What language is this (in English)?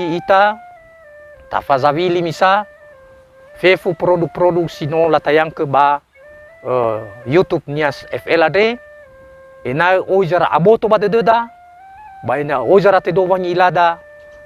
Nias